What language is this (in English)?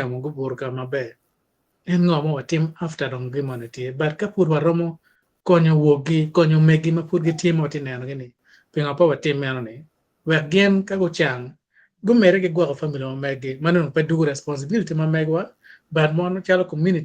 Acoli